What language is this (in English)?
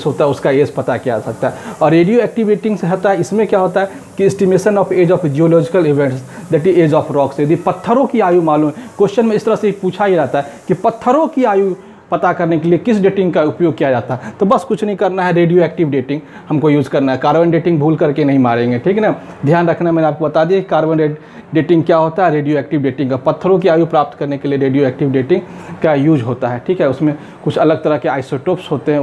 Hindi